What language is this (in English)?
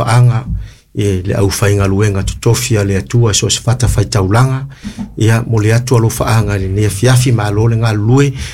Samoan